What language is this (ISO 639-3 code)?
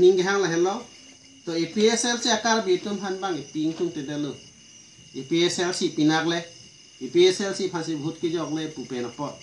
mjw